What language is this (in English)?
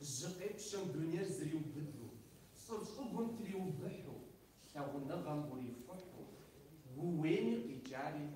Kabardian